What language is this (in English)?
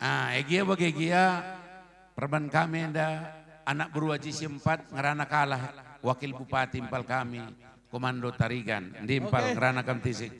Batak Karo